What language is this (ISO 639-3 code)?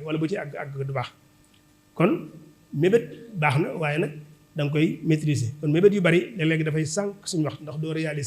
wol